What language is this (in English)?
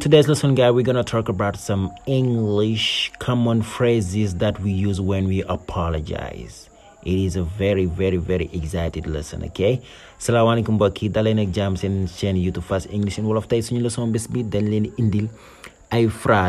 Wolof